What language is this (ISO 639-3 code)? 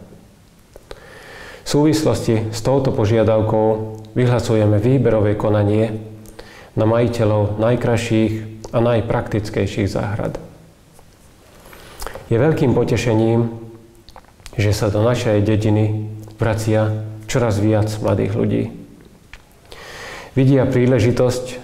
slk